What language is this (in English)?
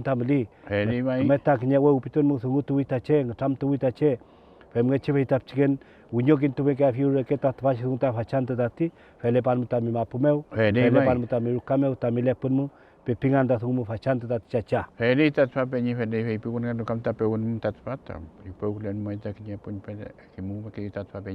Mapuche